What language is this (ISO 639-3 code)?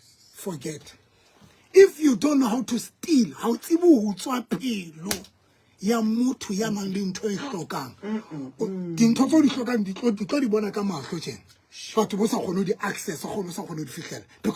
sot